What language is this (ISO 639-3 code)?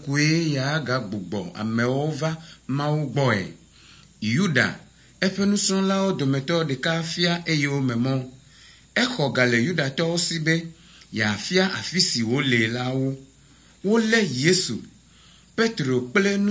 ewe